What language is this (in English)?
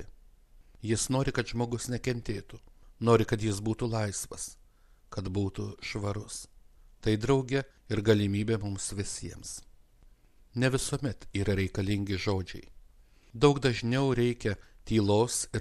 Lithuanian